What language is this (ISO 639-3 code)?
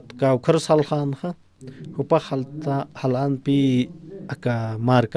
aym